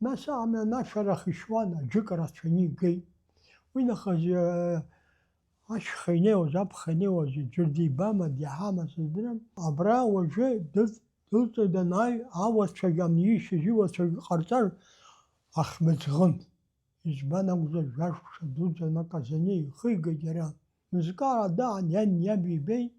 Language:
Abkhazian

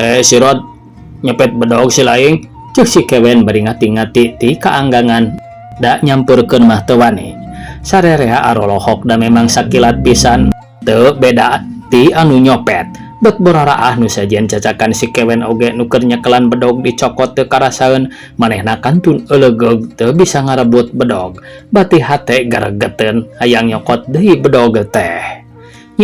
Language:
Sundanese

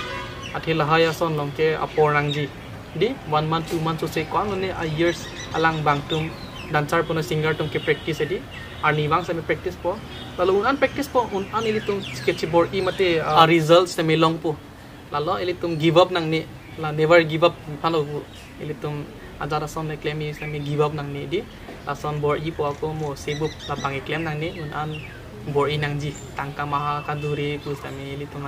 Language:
Karbi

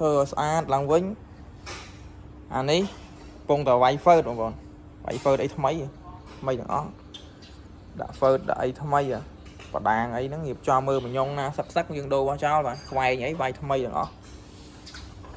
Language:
Khmer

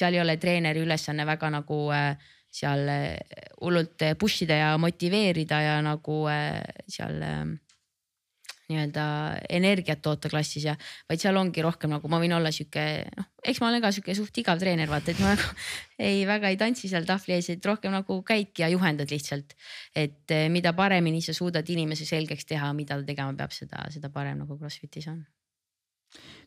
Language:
Estonian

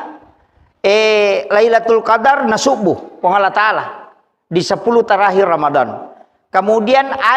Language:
Buginese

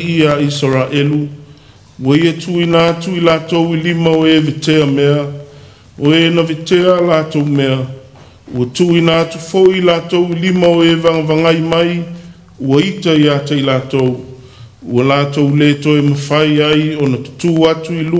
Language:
Samoan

